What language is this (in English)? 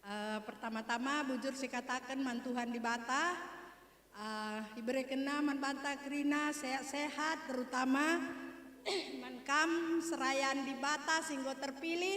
Batak Karo